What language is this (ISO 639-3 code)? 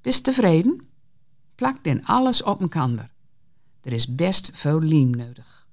gos